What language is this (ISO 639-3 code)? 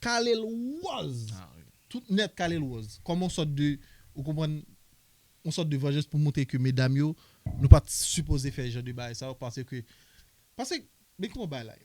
hat